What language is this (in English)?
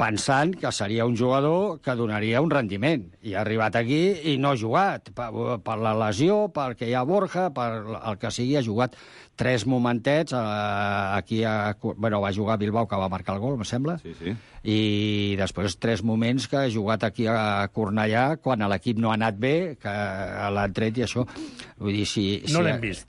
Catalan